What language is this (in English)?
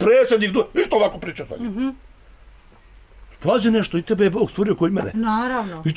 Bosnian